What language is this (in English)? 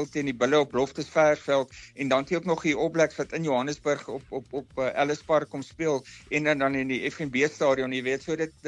Afrikaans